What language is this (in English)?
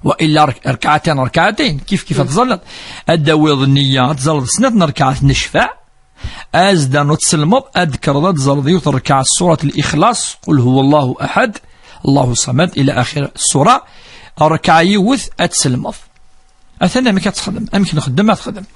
Kabyle